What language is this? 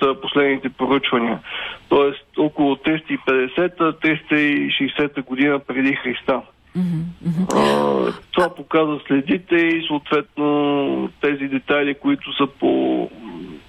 Bulgarian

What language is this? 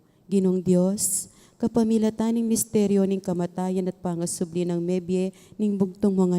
Pampanga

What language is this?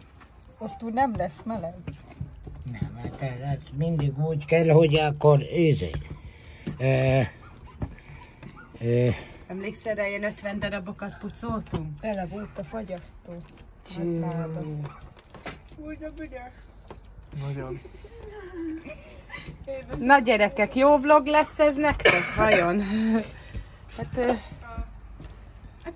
Hungarian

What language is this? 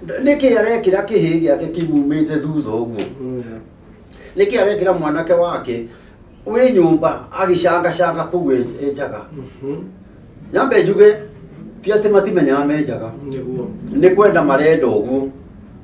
Kikuyu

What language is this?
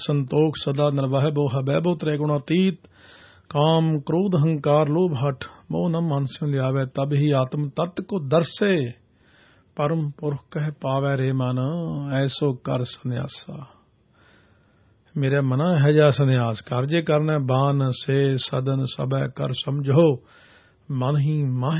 Punjabi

